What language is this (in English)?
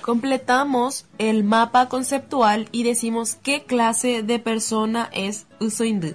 Guarani